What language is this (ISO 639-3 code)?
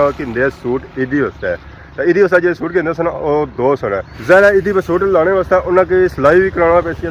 phr